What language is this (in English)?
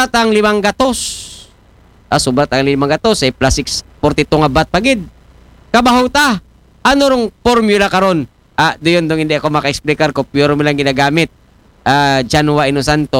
Aklanon